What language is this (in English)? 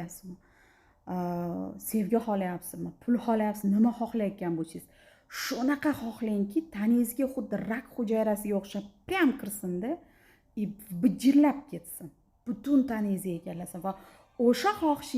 Uzbek